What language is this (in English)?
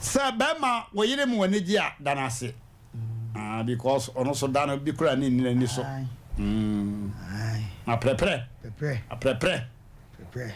Akan